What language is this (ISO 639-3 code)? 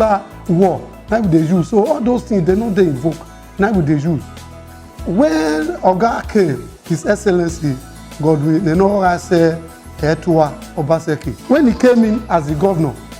pcm